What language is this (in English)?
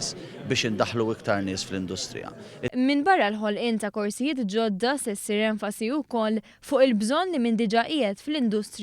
Maltese